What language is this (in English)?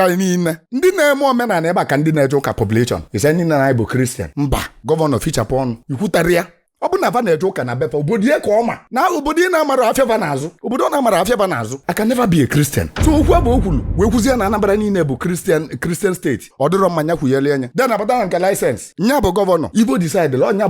Igbo